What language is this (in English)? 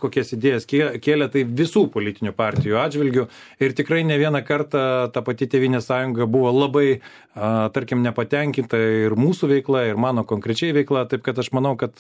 Lithuanian